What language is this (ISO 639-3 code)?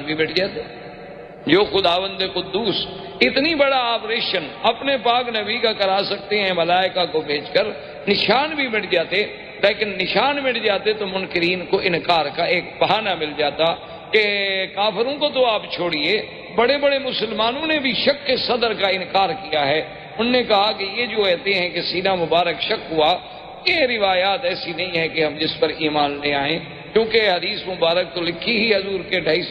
urd